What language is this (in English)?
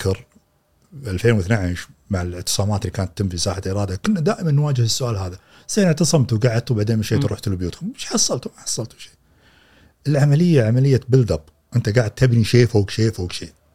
Gulf Arabic